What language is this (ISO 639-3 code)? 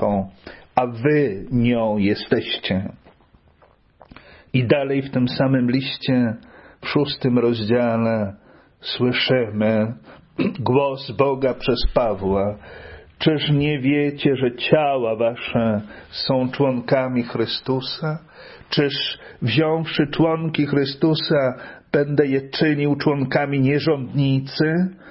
pol